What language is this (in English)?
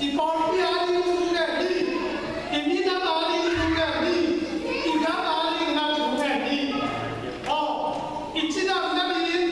Tedim Chin